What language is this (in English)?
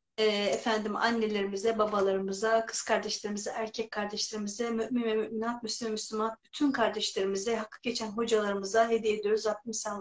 Turkish